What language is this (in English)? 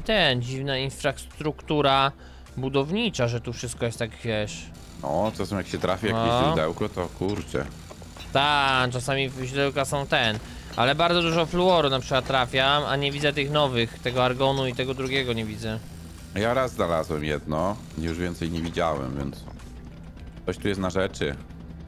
Polish